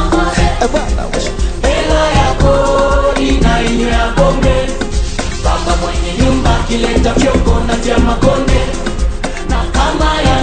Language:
Swahili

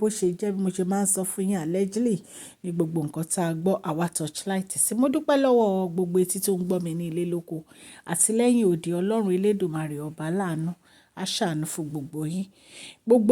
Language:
Yoruba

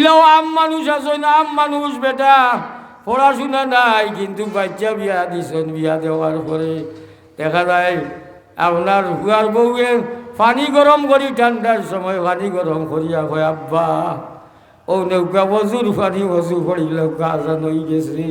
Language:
Sylheti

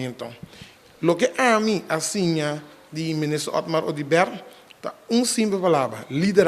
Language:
Papiamento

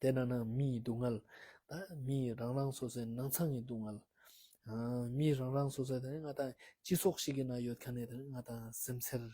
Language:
Ladakhi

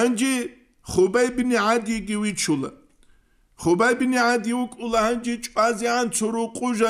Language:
Avaric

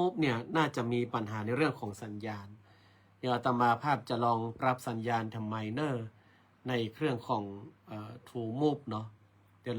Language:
Northern Thai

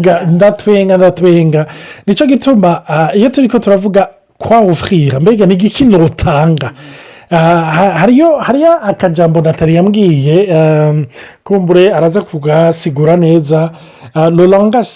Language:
Rundi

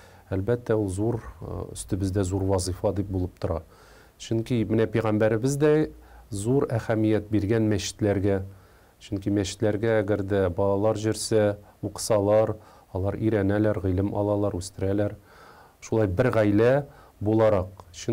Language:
Tatar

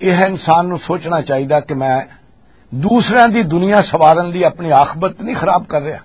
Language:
Western Panjabi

